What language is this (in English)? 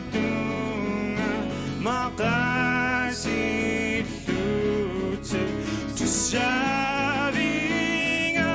Kalaallisut